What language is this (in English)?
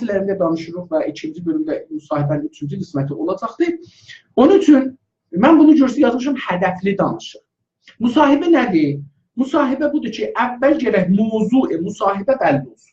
South Azerbaijani